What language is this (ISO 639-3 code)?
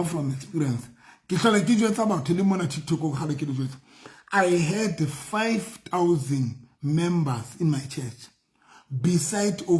sot